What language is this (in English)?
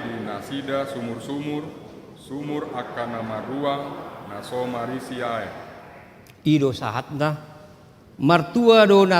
Batak Toba